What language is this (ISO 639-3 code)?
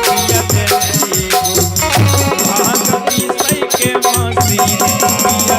mag